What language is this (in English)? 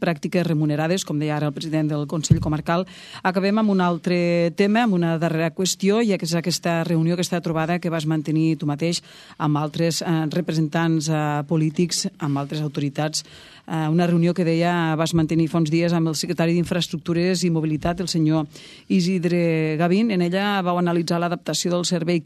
Catalan